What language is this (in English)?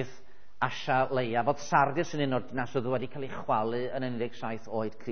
Welsh